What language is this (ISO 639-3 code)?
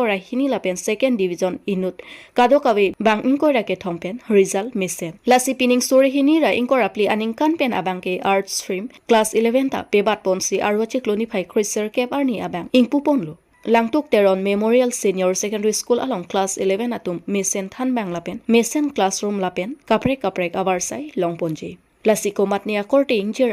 mjw